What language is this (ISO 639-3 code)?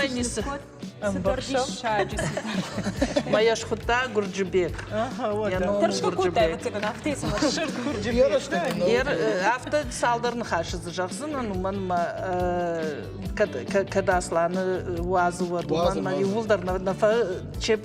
oss